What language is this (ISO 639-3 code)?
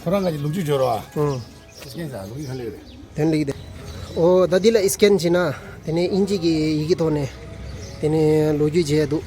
bod